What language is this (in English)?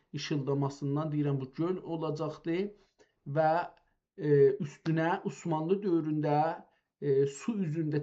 South Azerbaijani